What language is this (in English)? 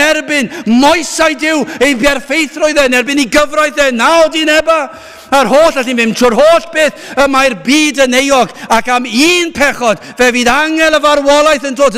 Welsh